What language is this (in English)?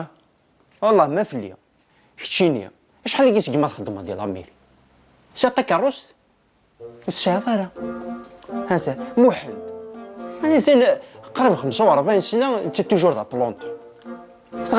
Kabyle